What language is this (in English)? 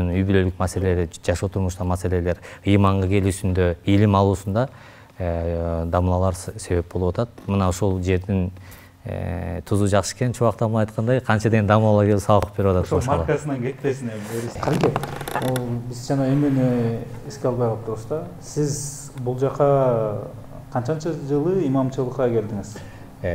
Kyrgyz